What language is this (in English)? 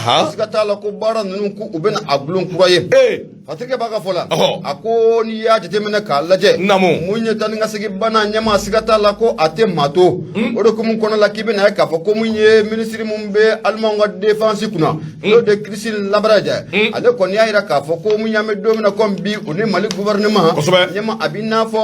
Bambara